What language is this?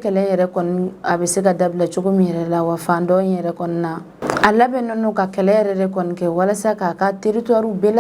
Bambara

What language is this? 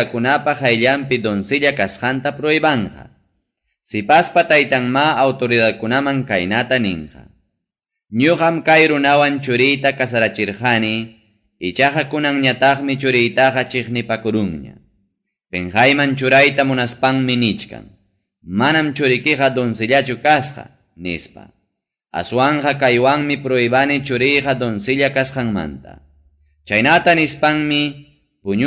Ayacucho Quechua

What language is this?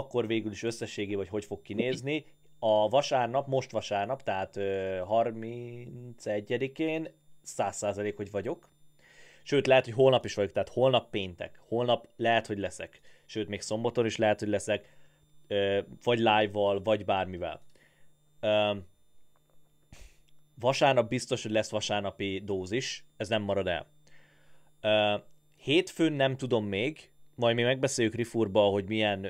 Hungarian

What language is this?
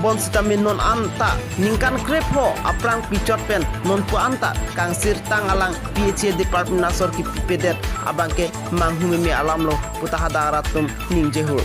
Karbi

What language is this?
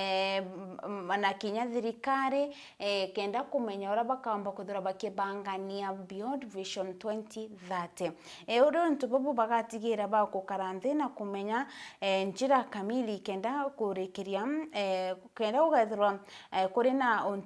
Meru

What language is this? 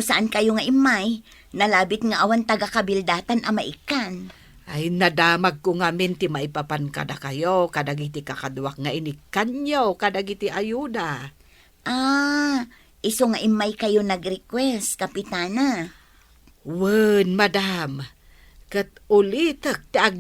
Iloko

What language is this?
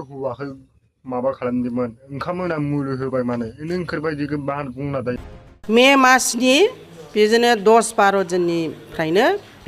Bodo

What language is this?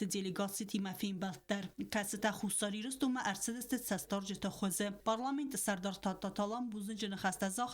Ossetic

